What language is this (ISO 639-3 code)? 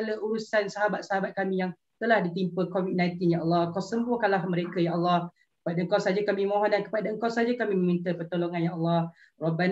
msa